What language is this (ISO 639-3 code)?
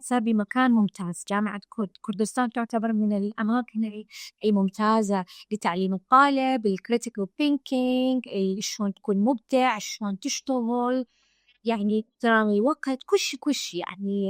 acm